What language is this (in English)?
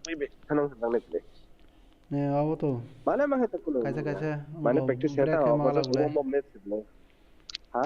Kok Borok